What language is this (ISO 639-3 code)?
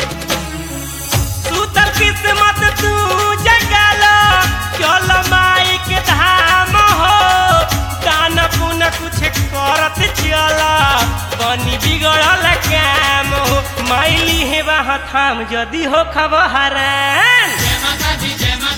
bho